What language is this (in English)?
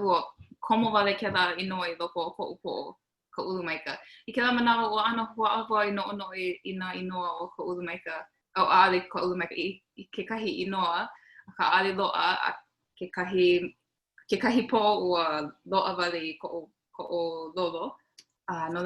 Hawaiian